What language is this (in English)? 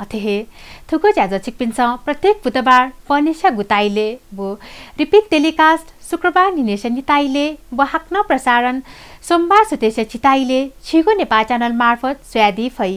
Newari